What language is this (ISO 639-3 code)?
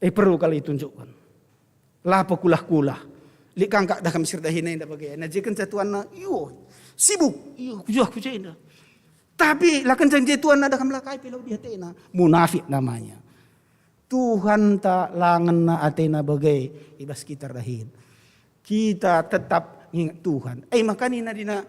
btx